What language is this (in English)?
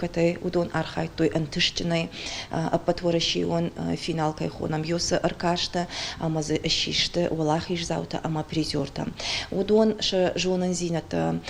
Ossetic